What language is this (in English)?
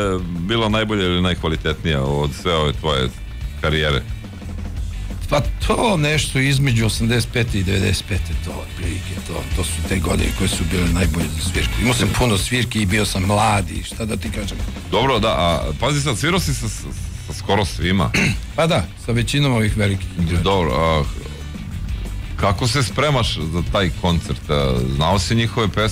Serbian